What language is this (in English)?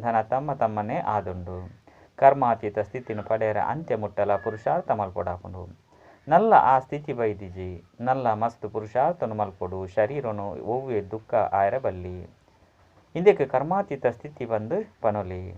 Tulu